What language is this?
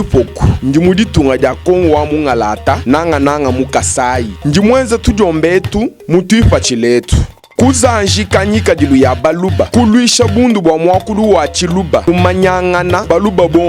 Luba-Lulua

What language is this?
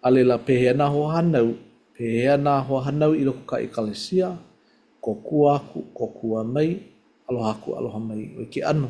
Hawaiian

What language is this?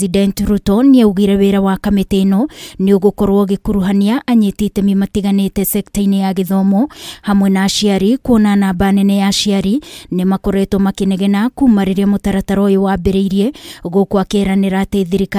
Kikuyu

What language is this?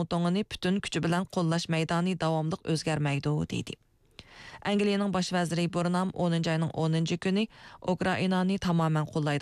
Uyghur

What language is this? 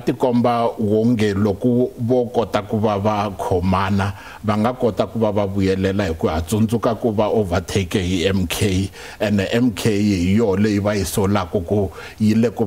Tsonga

